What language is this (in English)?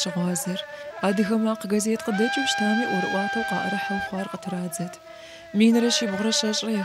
Kabardian